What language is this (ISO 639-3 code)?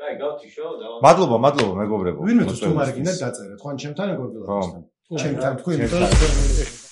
kat